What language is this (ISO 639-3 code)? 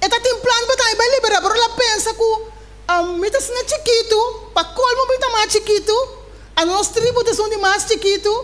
pap